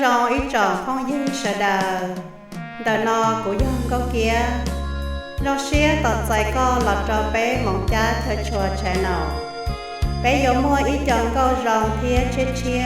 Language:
Hmong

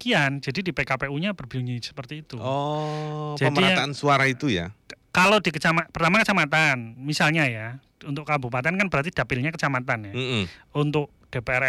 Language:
Indonesian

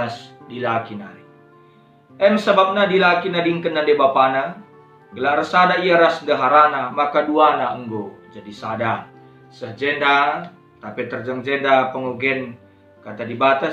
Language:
Batak Karo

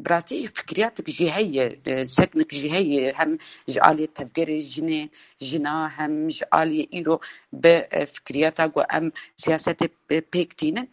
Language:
Kurdish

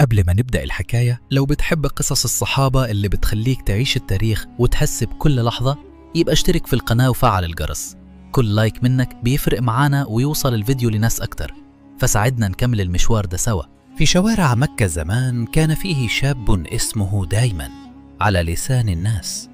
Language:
Egyptian Arabic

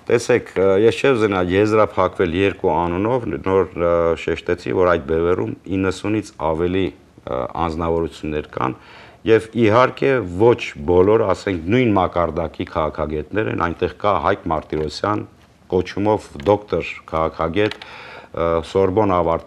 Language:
Armenian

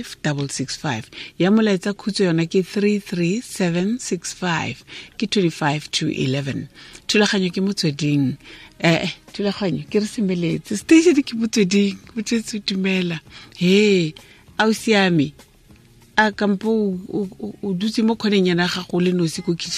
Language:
Tswana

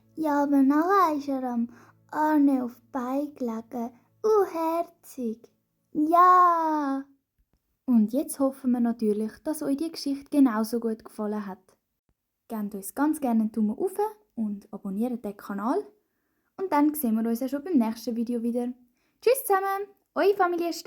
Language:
Swiss German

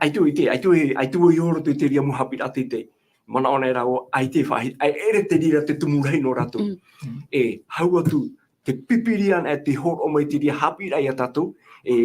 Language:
Tahitian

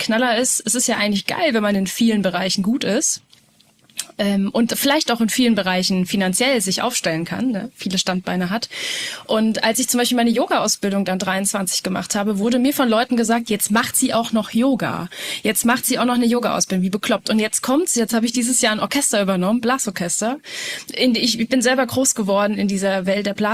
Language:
German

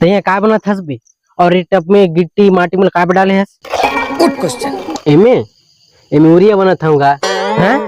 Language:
Chhattisgarhi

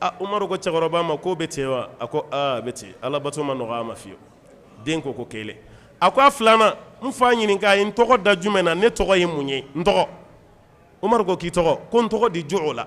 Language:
Bambara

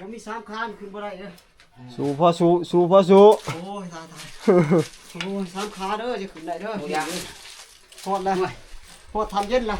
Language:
Northeastern Thai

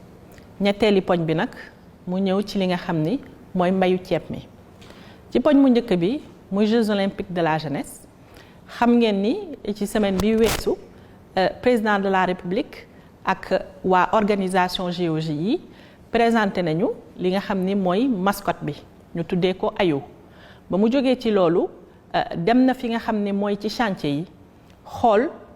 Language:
Wolof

